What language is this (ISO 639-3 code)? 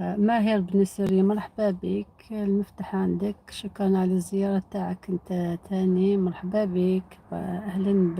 arq